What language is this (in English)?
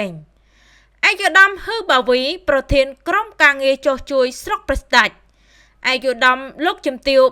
Khmer